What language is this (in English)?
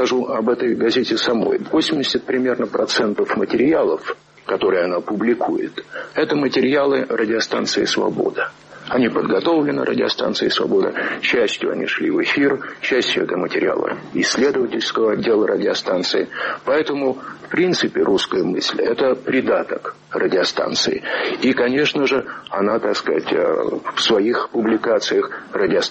Russian